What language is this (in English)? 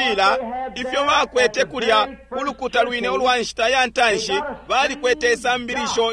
Bemba